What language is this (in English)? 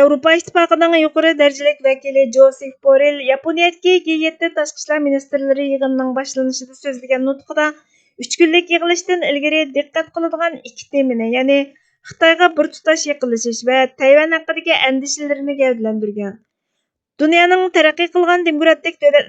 Uyghur